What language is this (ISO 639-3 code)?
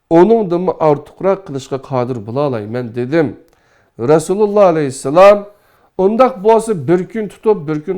uig